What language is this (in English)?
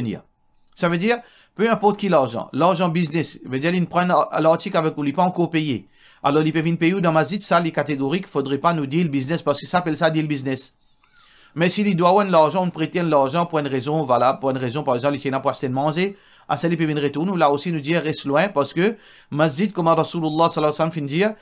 Morisyen